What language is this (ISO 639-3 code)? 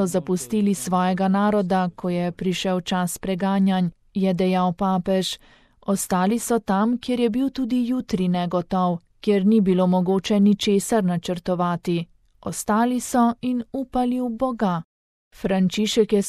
slv